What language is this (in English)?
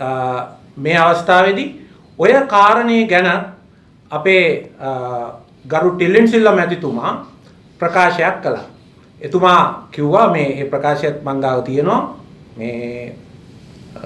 Sinhala